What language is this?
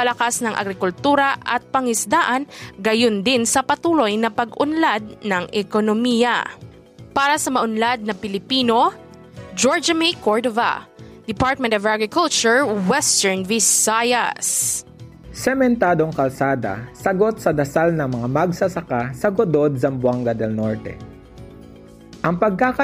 Filipino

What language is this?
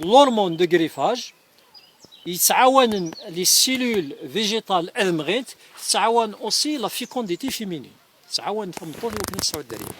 Kabyle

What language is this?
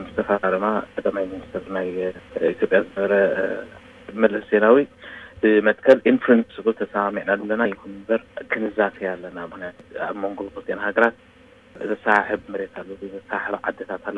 Tigrinya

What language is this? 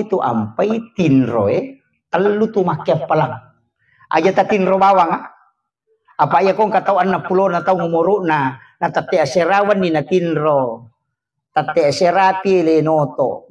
Buginese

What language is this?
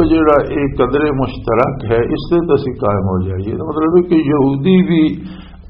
Western Panjabi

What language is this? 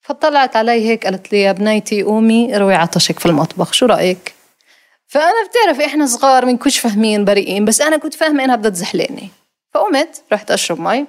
North Levantine Arabic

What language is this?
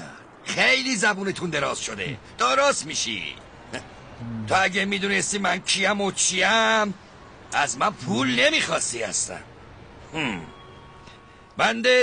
Persian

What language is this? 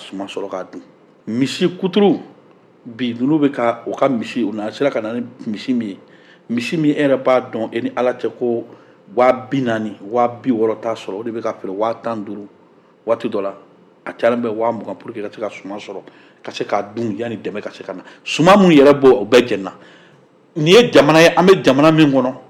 Bambara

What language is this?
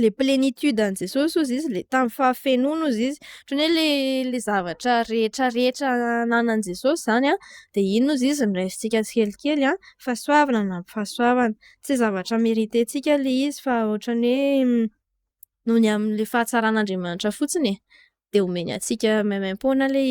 Malagasy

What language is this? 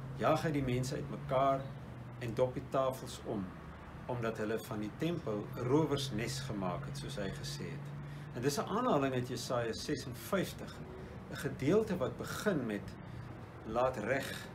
Afrikaans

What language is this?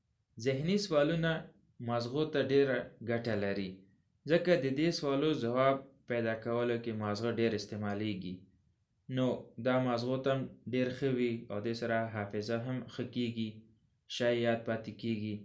Pashto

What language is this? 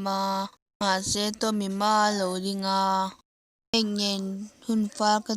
Mizo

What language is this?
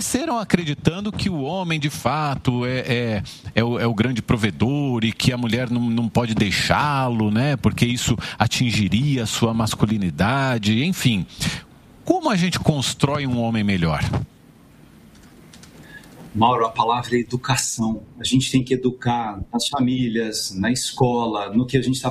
Portuguese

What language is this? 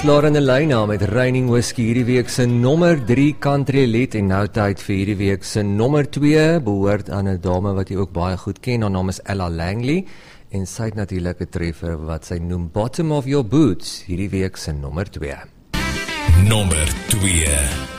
Afrikaans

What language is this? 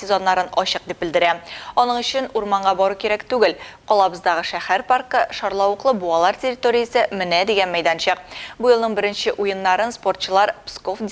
Tatar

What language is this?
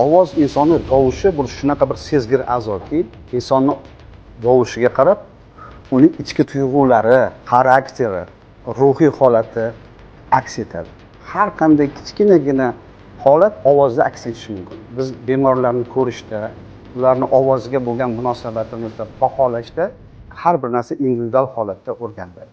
Uzbek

